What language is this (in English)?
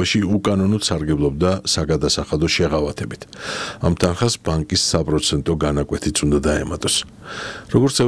Georgian